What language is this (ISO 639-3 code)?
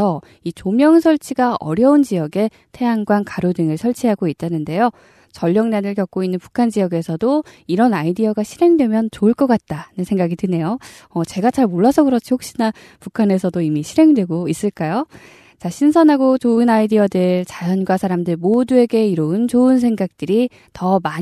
kor